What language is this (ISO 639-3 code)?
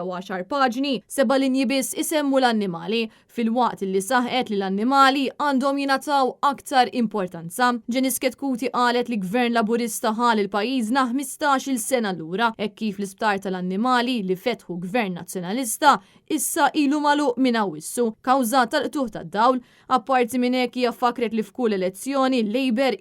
mlt